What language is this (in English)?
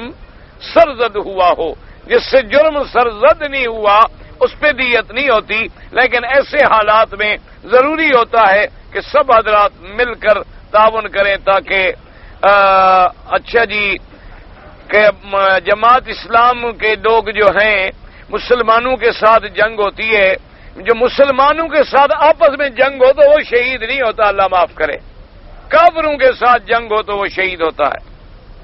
Urdu